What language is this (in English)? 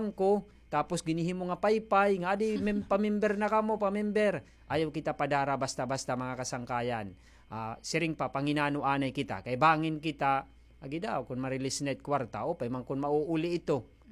Waray